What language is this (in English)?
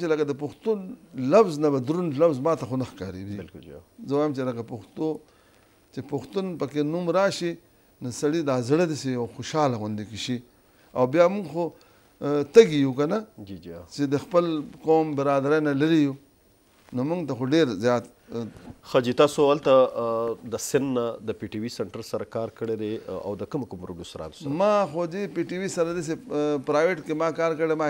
Pashto